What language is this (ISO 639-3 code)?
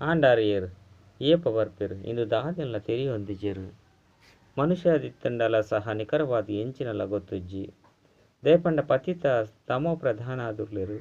tcy